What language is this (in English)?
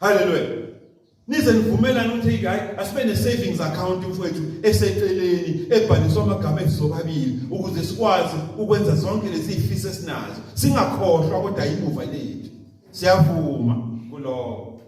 Zulu